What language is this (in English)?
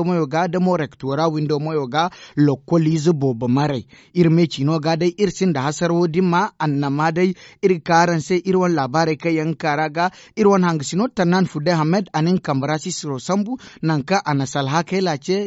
Zarma